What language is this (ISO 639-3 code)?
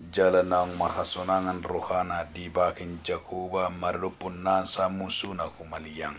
bbc